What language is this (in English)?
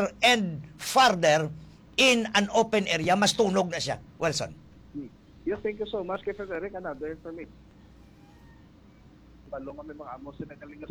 Filipino